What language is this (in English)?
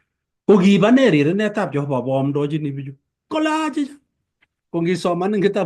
Kalenjin